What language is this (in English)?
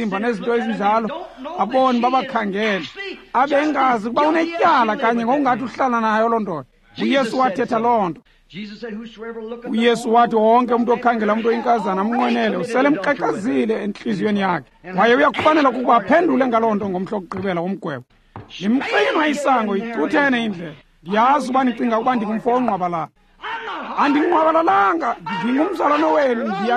Xhosa